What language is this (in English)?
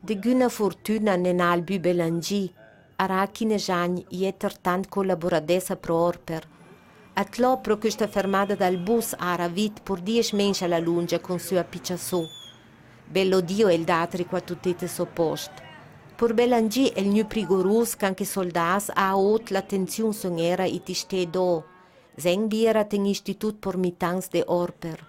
Ladin